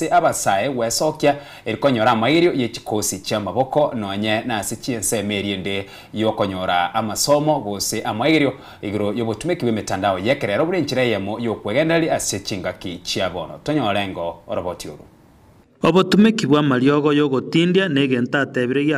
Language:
Gusii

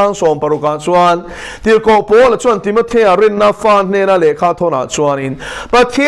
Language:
Mizo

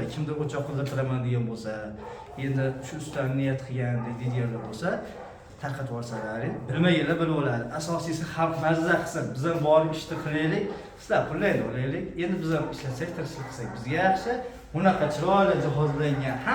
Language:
Uzbek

